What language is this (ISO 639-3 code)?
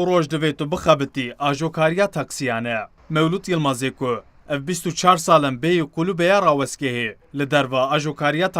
kur